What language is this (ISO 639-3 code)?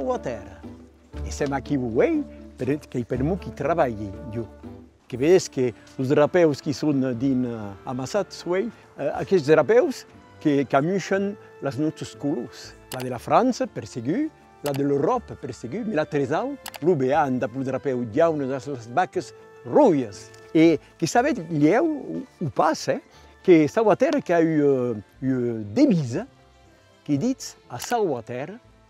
oci